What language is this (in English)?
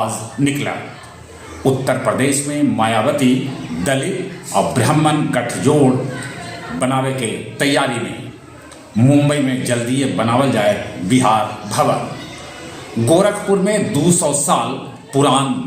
Magahi